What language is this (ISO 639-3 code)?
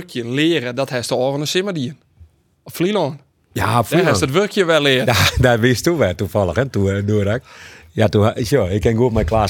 fry